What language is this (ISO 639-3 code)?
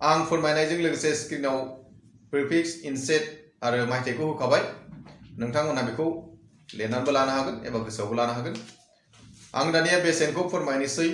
brx